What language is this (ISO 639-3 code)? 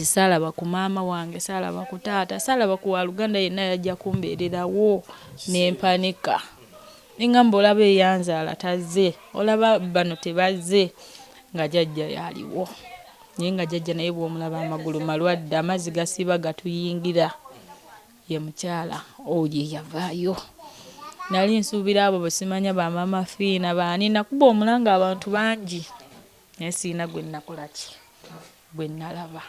lug